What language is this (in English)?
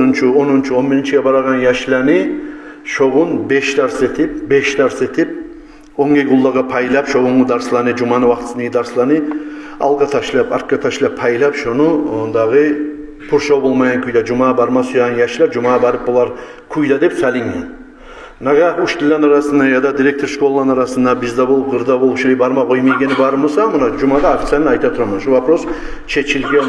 Kumyk